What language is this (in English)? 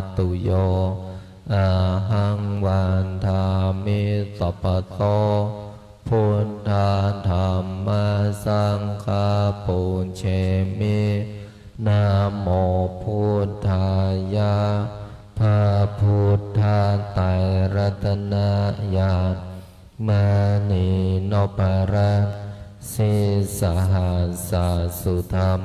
Pali